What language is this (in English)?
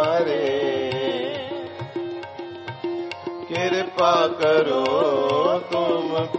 Hindi